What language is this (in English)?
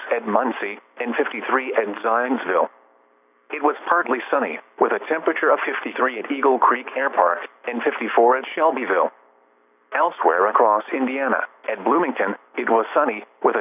English